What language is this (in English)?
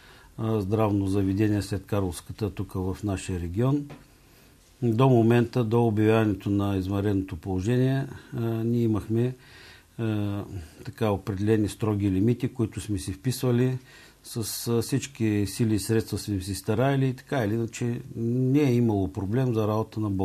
Bulgarian